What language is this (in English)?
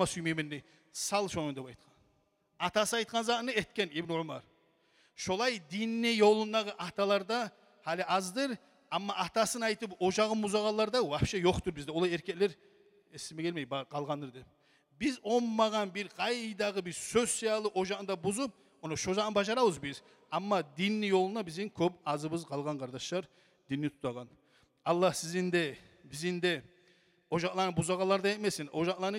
Kumyk